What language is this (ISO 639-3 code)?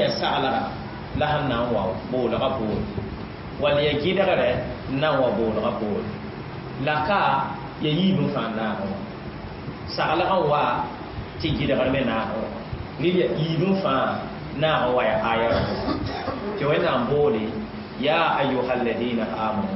mos